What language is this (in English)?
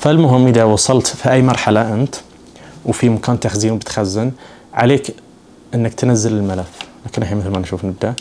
Najdi Arabic